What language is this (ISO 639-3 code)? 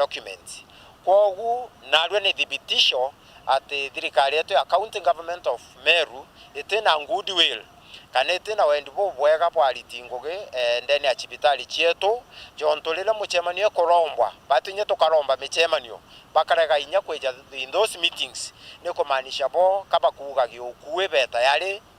mer